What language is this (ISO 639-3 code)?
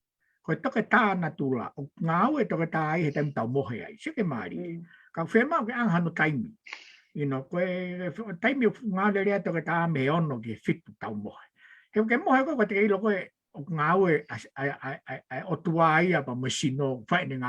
ton